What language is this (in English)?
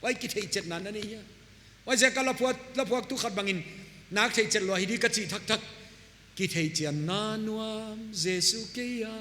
Paite Chin